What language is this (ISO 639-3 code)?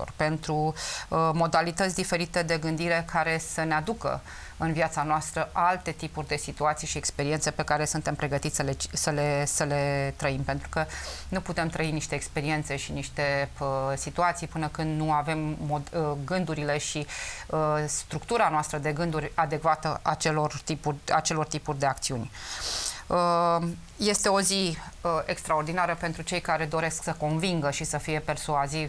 ron